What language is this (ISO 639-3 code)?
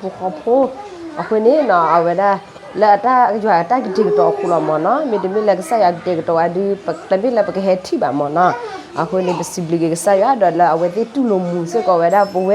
ksw